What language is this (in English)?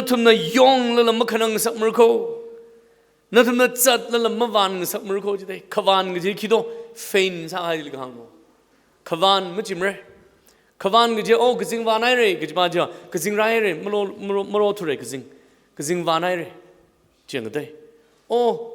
Tangkhul Naga (India)